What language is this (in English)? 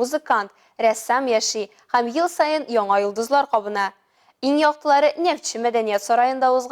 Tatar